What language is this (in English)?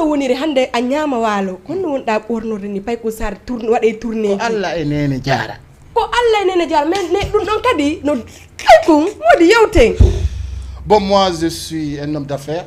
Fula